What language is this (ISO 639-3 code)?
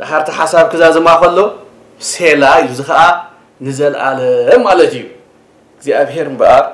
tir